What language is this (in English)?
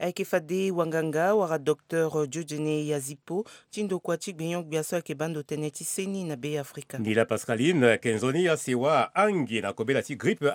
Sango